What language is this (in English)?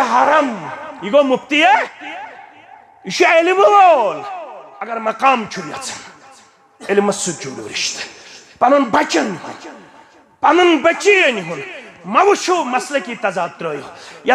Kashmiri